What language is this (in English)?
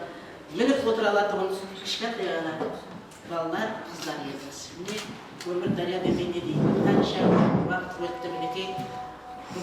Kara-Kalpak